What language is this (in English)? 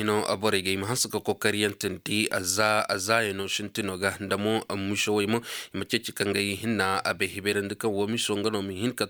Koyraboro Senni